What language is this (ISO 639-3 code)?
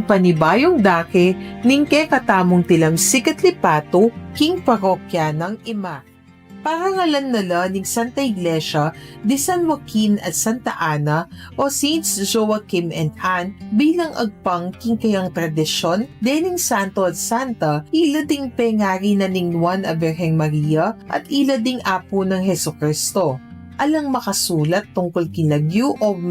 pam